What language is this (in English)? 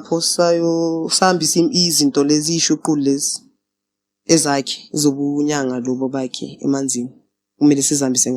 Zulu